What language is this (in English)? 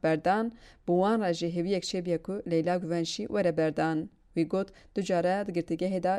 Kurdish